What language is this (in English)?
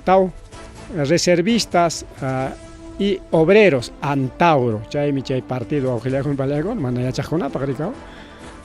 Ayacucho Quechua